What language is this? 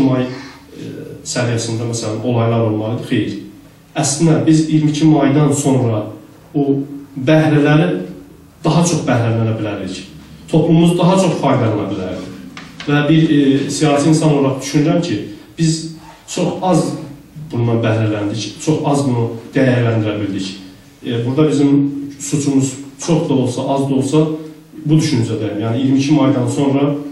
South Azerbaijani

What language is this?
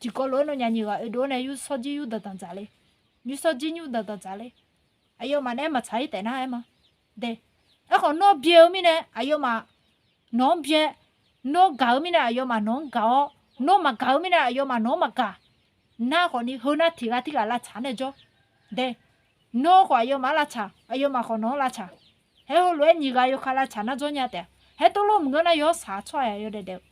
Akha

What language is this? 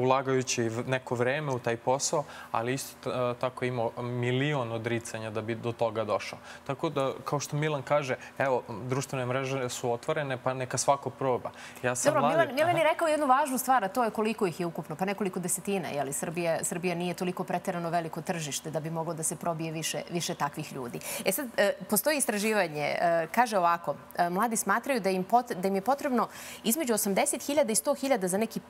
Serbian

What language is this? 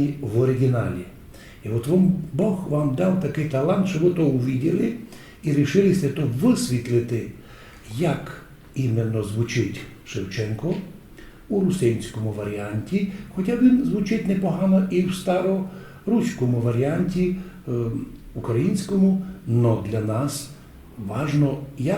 Rusyn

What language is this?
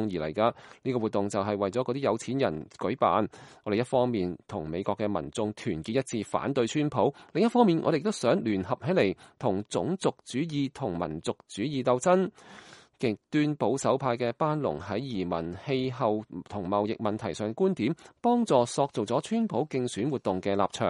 Cantonese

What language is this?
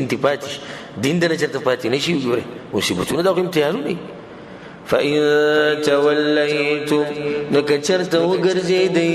Pashto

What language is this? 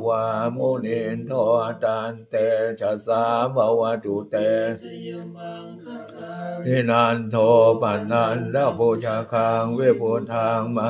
Pali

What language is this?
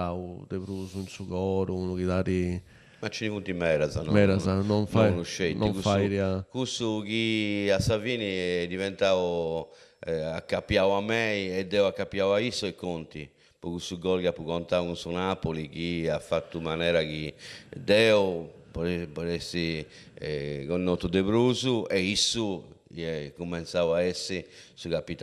Sardinian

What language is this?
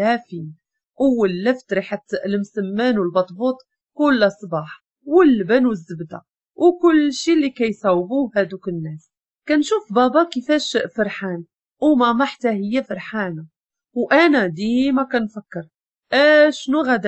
Moroccan Arabic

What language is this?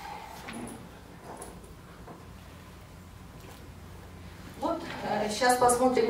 Russian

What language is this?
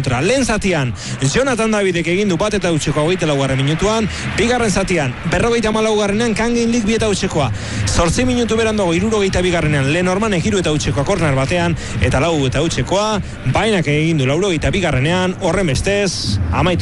Basque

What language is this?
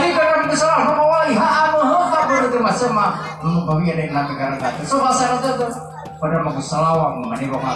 Nias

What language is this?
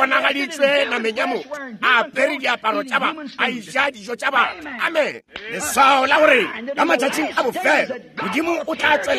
Northern Sotho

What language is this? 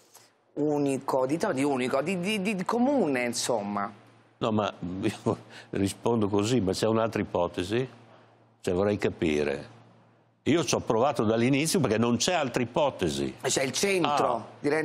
Italian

